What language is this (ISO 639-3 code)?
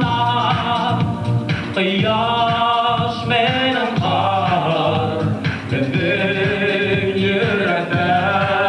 bak